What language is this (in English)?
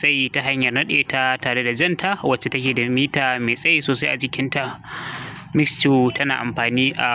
Hausa